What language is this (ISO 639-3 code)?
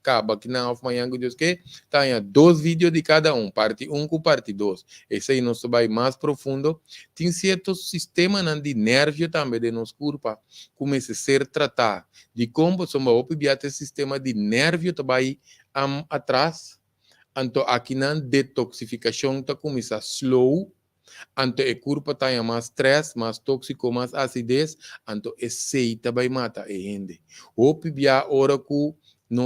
pap